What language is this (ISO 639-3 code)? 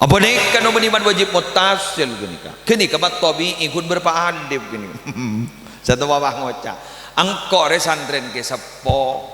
mad